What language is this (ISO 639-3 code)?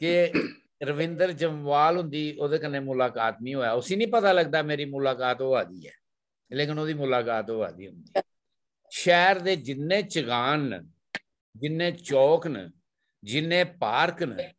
doi